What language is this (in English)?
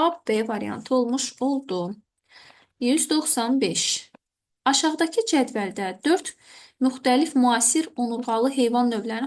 Azerbaijani